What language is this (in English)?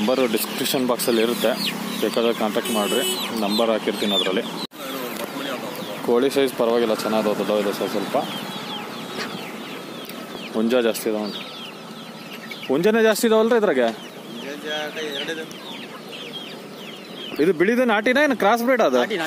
Kannada